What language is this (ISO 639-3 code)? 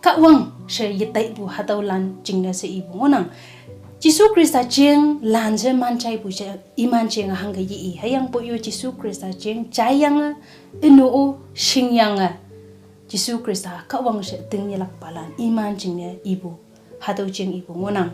nbe